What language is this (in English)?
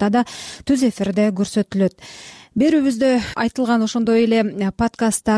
Kyrgyz